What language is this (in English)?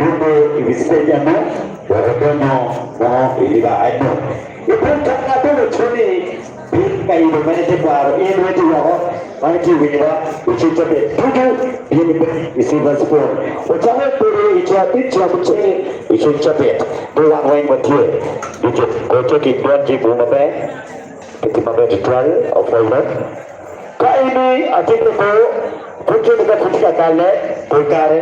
Acoli